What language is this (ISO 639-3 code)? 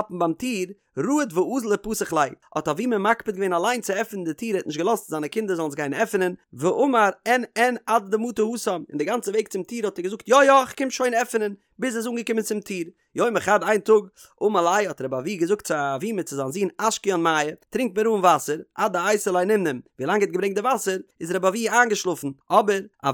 yid